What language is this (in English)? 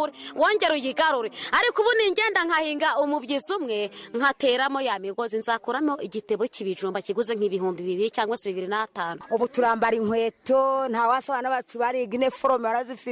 Kinyarwanda